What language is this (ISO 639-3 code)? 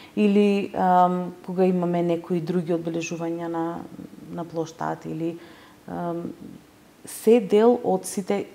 mkd